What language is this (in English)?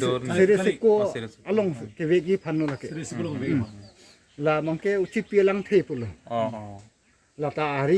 Karbi